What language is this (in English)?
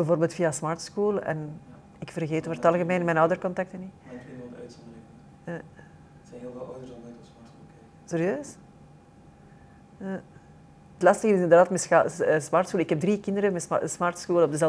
Dutch